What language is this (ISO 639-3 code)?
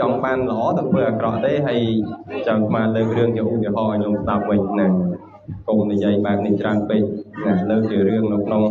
khm